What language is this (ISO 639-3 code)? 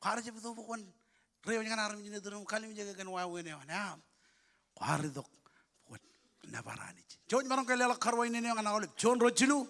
mah